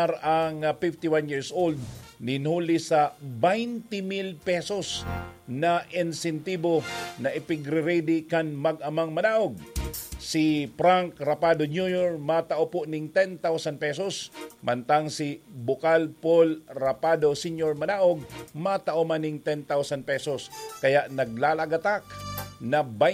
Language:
Bikol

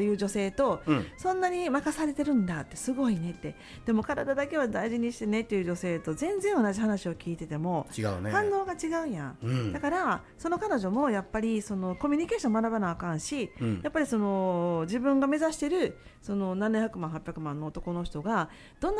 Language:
Japanese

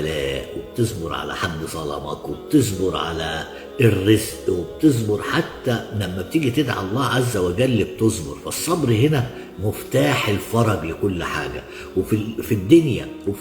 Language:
Egyptian Arabic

